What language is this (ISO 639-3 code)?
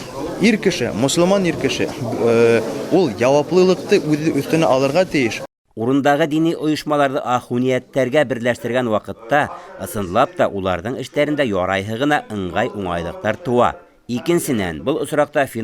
bak